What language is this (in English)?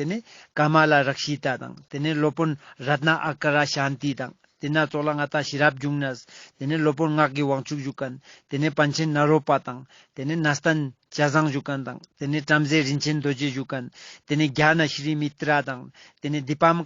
Ladakhi